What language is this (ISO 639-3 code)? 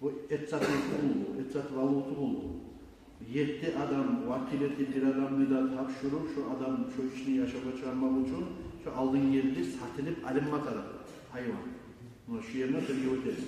kum